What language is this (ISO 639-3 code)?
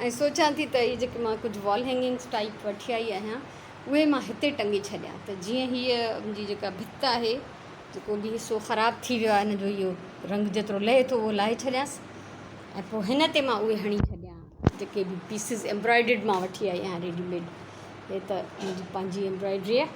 snd